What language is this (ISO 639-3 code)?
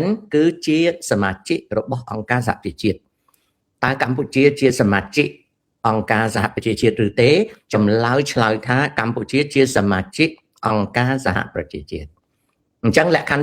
khm